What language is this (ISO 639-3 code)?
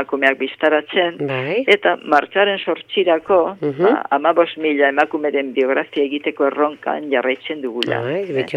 eus